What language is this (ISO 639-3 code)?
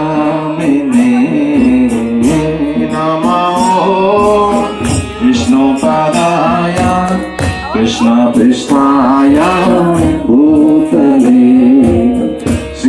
hin